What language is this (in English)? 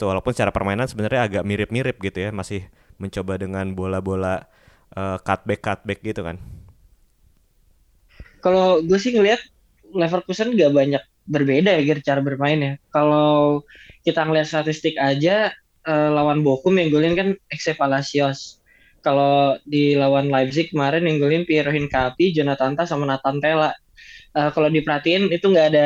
Indonesian